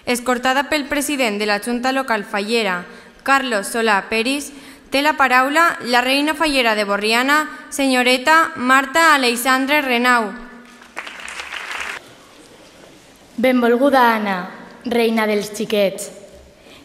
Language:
Catalan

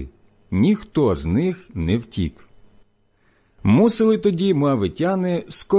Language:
Ukrainian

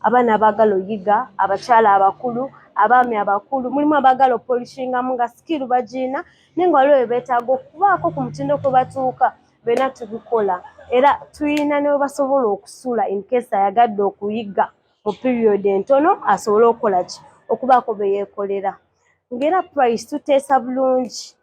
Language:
Ganda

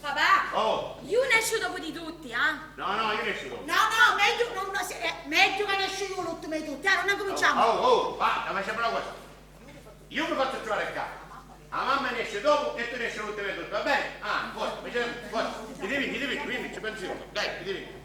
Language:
Sicilian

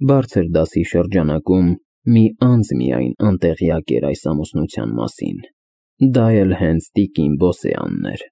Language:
Armenian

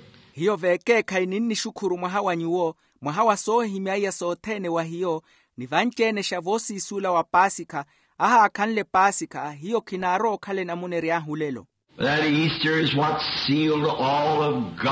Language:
Makhuwa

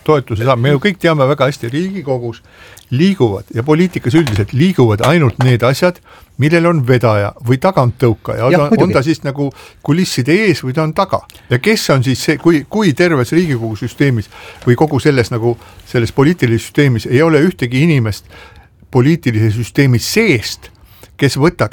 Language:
Estonian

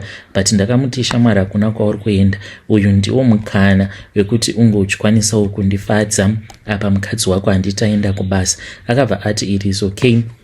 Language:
Shona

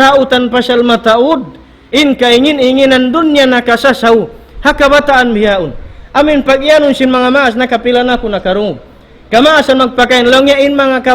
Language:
Tausug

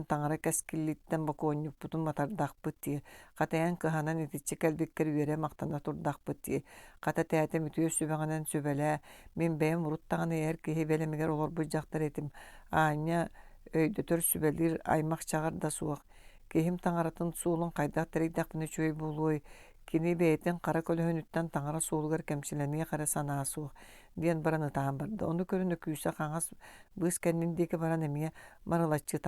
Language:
Yakut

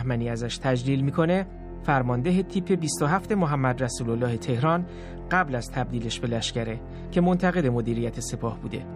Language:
Persian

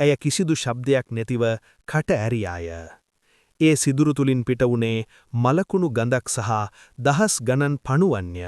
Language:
Sinhala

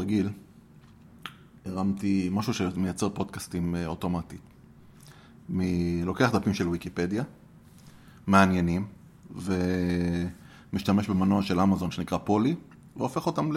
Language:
Hebrew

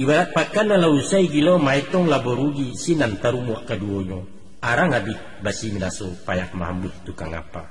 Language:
Minangkabau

